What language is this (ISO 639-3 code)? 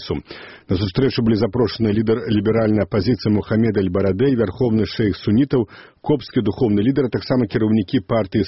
bel